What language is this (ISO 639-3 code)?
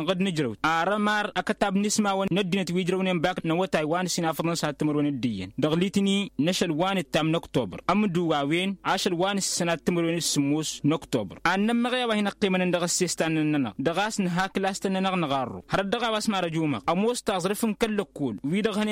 taq